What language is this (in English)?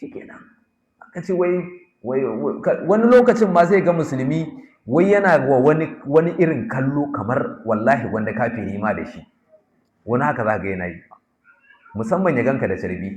Hausa